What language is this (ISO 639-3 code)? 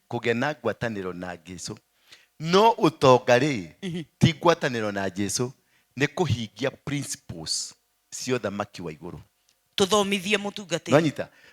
kik